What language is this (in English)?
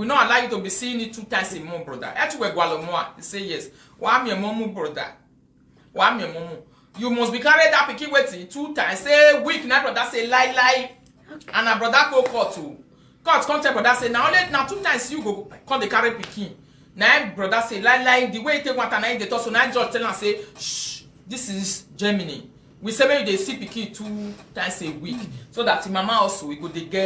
Nigerian Pidgin